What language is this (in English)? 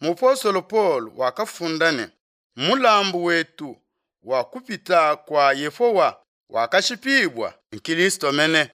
Luba-Lulua